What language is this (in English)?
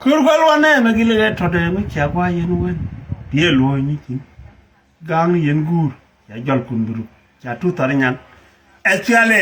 Nuer